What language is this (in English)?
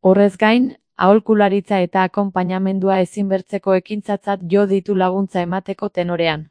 Basque